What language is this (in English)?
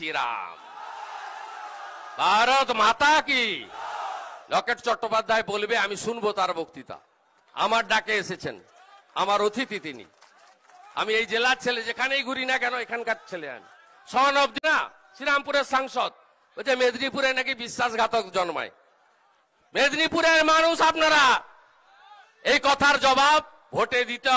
Bangla